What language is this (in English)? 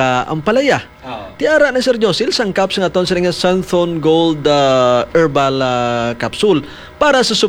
Hiligaynon